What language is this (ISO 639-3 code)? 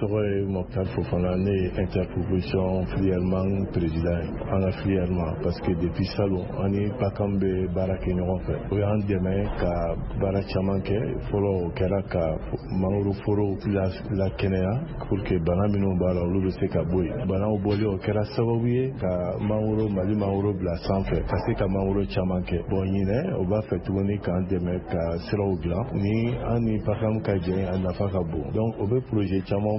bam